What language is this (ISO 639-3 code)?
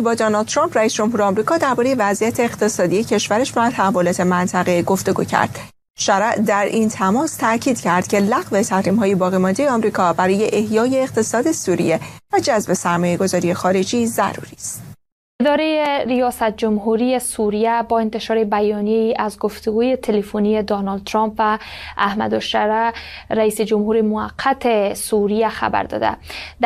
fas